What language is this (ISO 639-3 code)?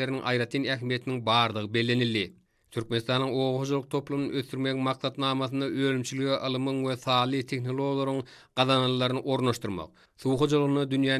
tuk